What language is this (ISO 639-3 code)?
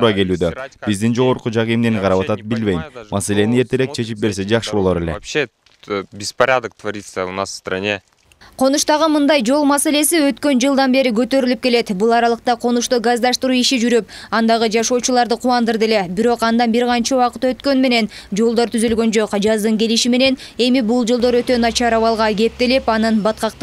kir